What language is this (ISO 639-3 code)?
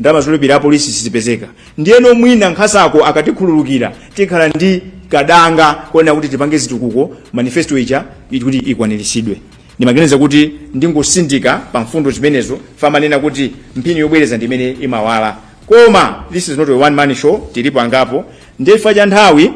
nya